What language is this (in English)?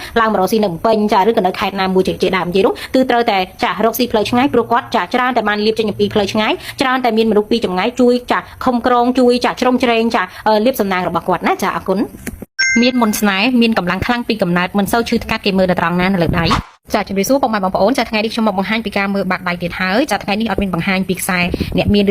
Khmer